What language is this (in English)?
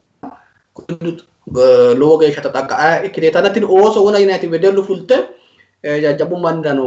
Sidamo